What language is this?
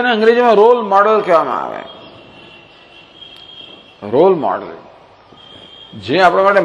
Gujarati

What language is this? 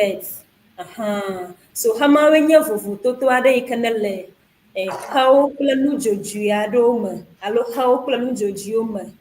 Ewe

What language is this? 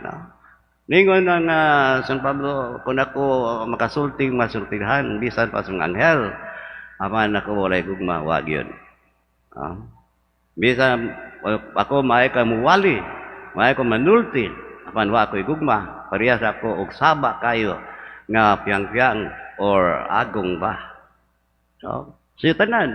Cebuano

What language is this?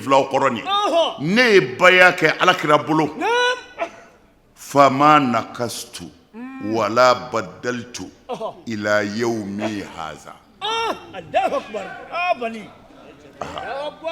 Bambara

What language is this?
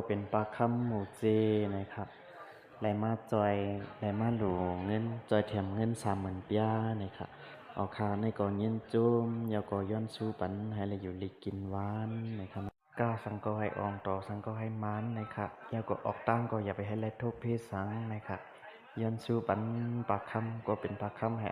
Shan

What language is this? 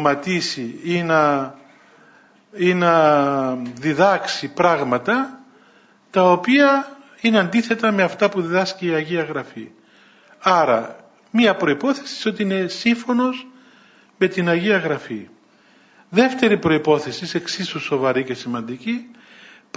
Greek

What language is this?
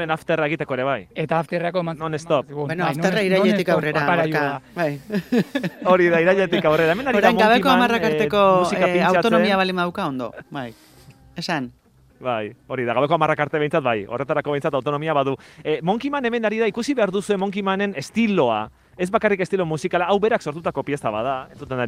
Basque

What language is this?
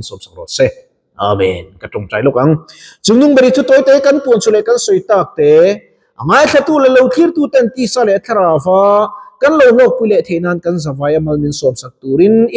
Mizo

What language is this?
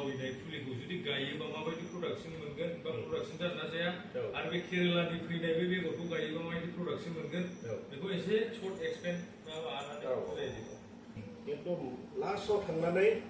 Bodo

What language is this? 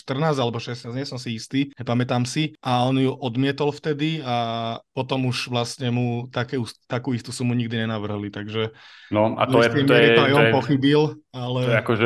Slovak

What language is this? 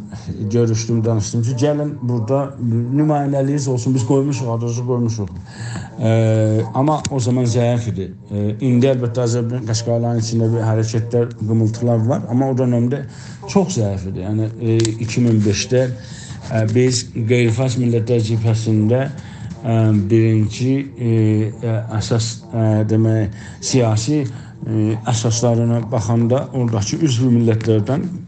South Azerbaijani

